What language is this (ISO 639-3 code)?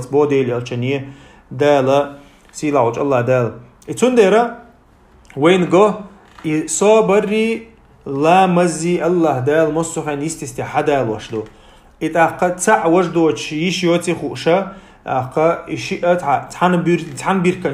che